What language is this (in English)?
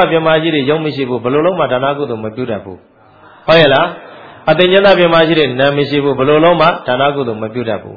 Burmese